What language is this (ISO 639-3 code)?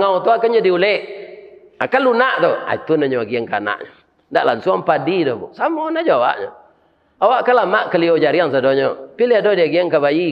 min